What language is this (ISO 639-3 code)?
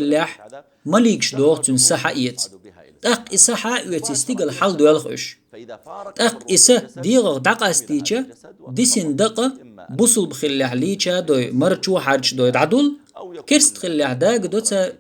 che